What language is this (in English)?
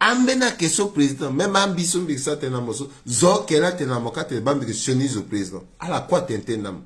Sango